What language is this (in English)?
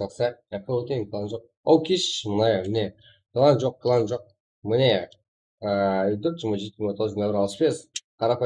Kara-Kalpak